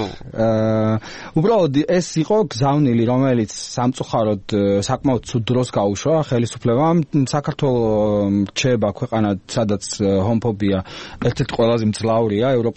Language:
Georgian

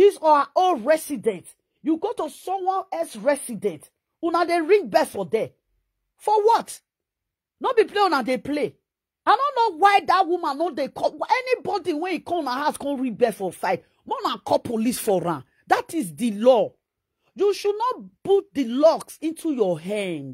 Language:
Nigerian Pidgin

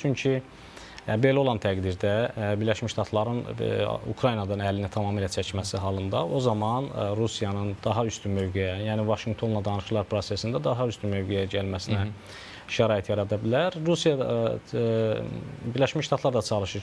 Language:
Azerbaijani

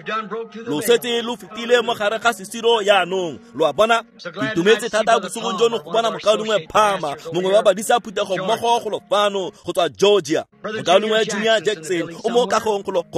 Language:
Tswana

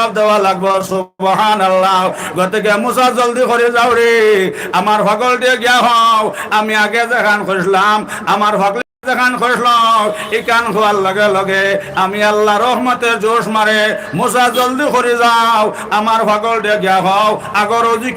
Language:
Sylheti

